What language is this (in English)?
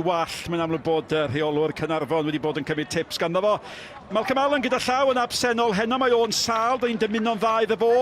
Welsh